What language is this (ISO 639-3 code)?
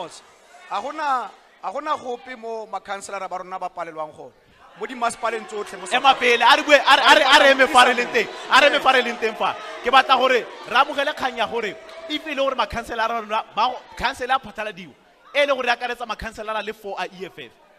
tsn